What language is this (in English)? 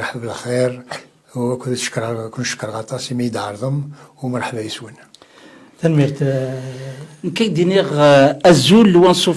Kabyle